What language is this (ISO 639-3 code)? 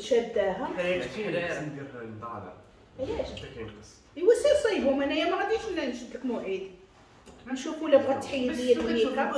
ary